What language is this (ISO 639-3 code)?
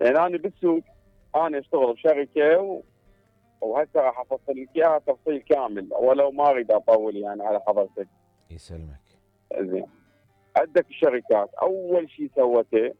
acm